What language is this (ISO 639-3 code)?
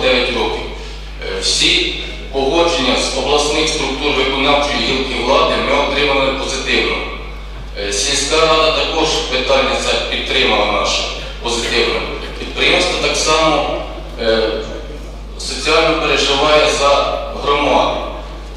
ukr